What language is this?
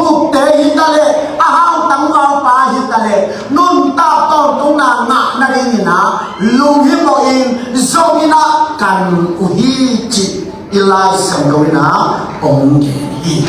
Tedim Chin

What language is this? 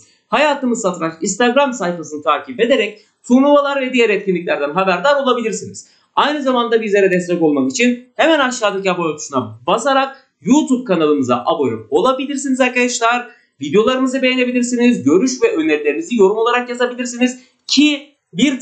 Turkish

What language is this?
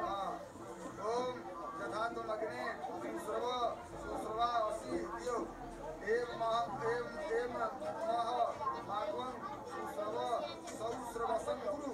Maithili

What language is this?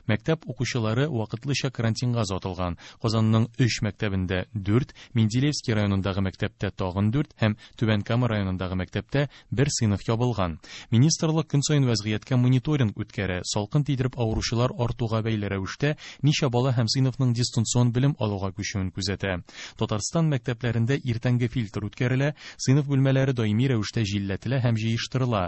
Tatar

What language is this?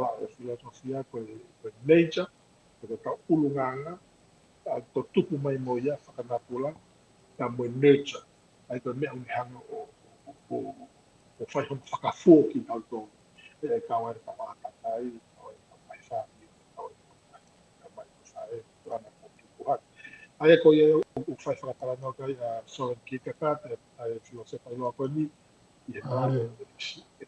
Tongan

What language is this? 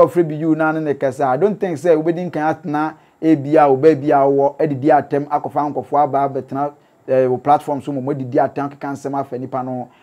Akan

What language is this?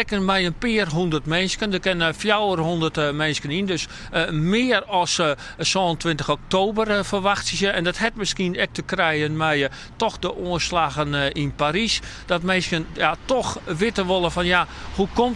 Western Frisian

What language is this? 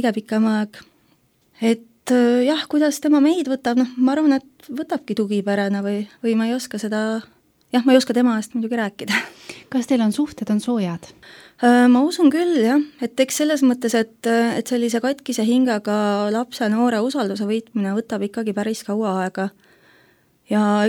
Estonian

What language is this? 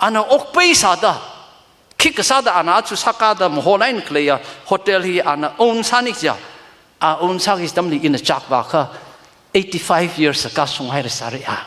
Tangkhul Naga (India)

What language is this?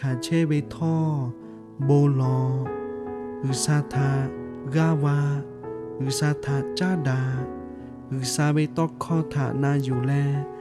Lahu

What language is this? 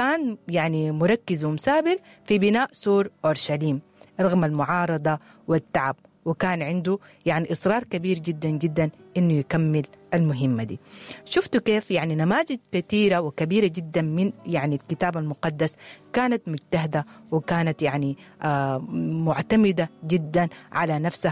Sudanese Arabic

